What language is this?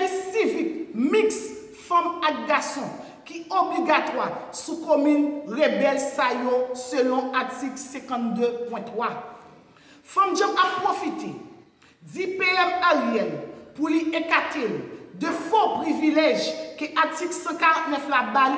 Haitian Creole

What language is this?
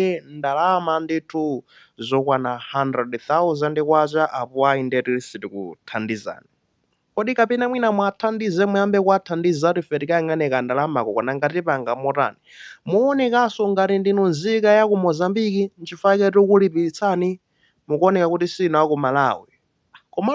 Nyanja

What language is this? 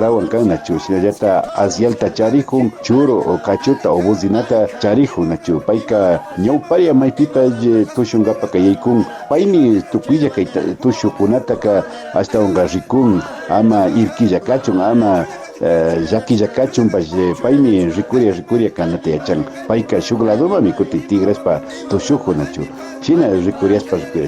Imbabura Highland Quichua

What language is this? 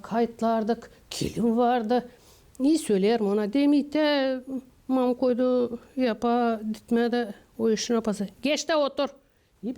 Gagauz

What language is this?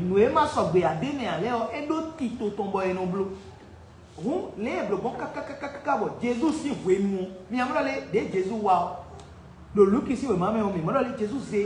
Fon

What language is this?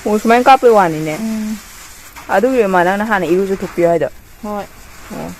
Manipuri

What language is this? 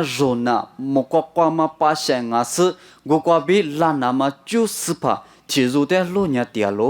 Lisu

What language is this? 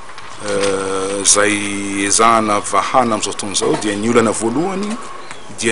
Malagasy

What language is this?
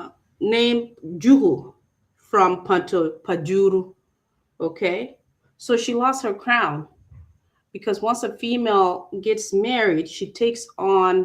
Acoli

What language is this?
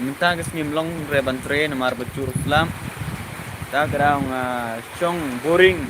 Khasi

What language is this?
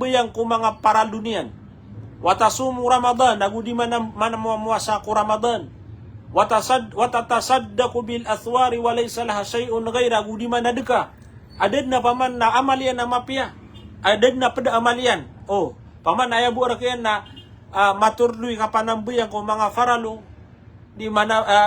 Maranao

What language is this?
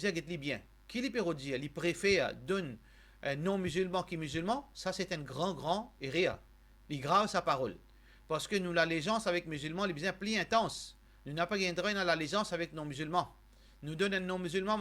Morisyen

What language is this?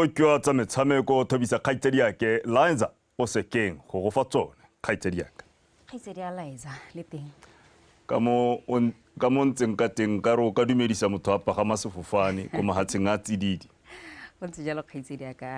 Tswana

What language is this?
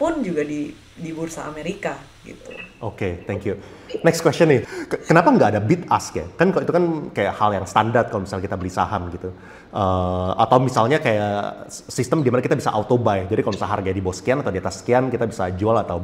Indonesian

